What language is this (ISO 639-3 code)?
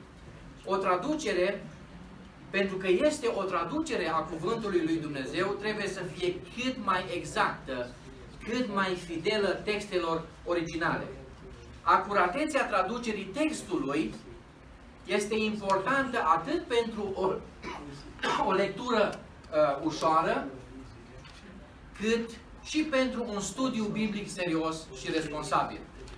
ron